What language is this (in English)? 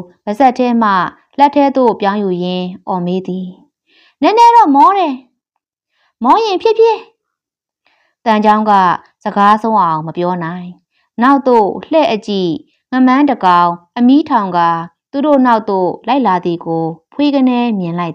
Burmese